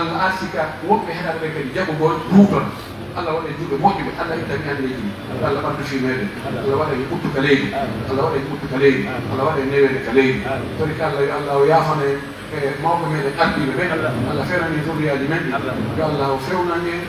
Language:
Pular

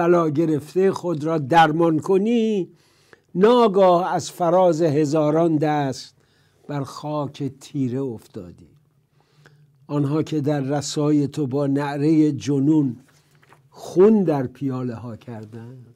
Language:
Persian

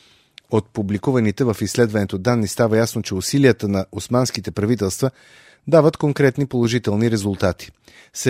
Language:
Bulgarian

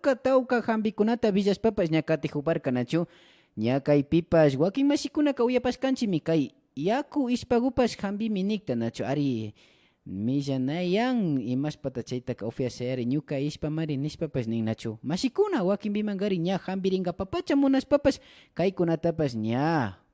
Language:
Imbabura Highland Quichua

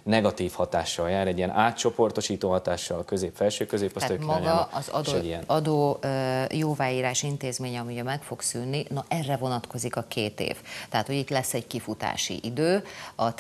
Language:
Hungarian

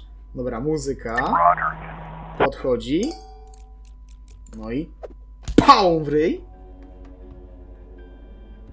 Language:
Polish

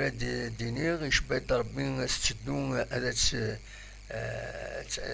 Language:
Kabyle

